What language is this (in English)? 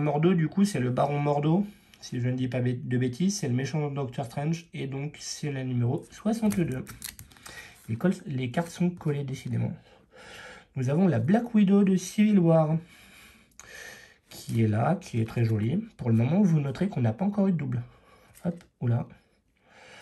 French